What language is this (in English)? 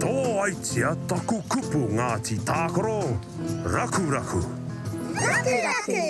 Māori